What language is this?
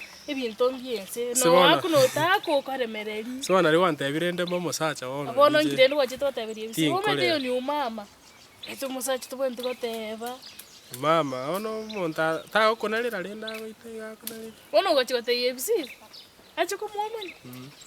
Gusii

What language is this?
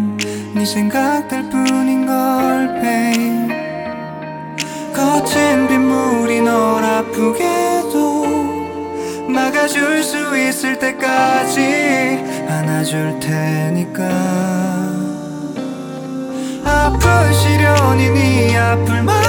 Korean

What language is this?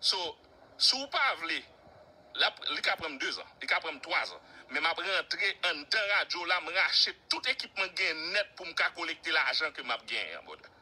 Haitian Creole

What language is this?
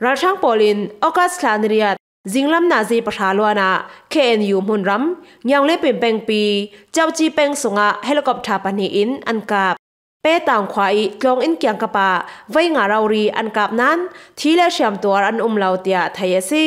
Falam Chin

